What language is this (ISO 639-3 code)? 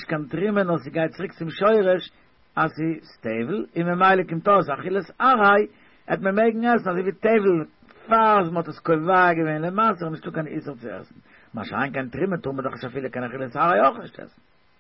yid